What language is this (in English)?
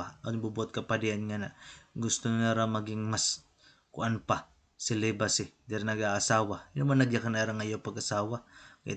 Waray